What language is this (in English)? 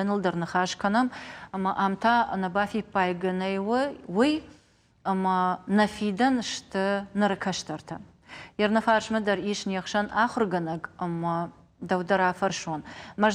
Ossetic